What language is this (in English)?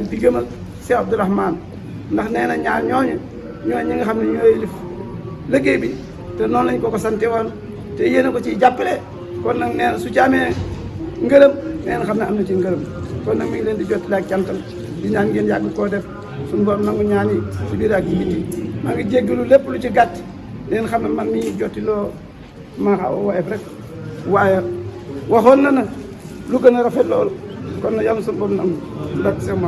Wolof